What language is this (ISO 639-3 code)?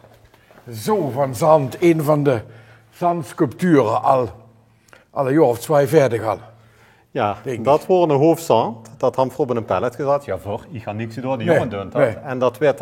lim